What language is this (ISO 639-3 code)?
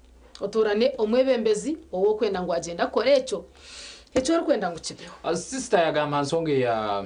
nyn